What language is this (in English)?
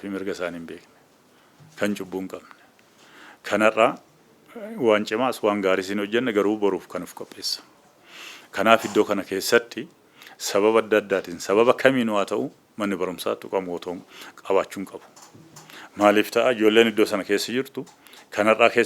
Oromo